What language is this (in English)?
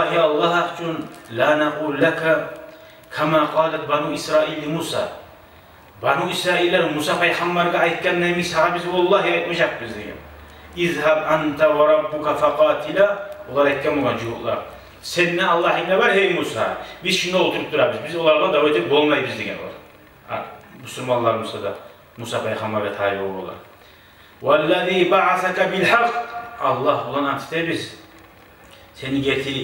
Kumyk